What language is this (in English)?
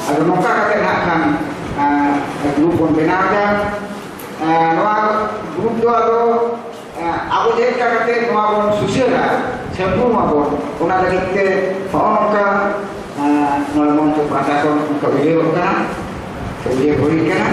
Santali